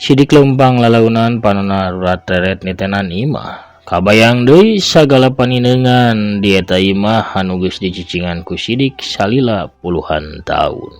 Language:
Sundanese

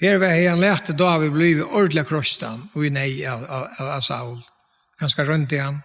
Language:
Faroese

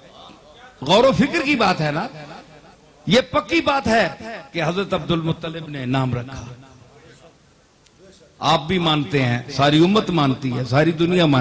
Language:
Urdu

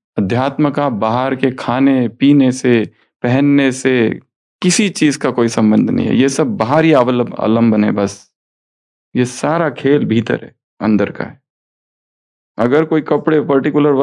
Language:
Hindi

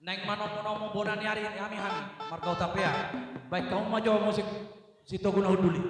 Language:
Batak Toba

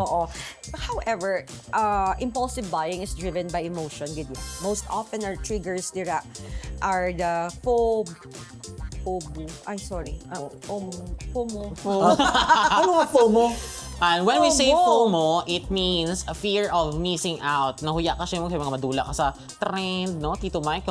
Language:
Hiligaynon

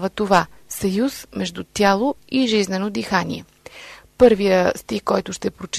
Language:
Bulgarian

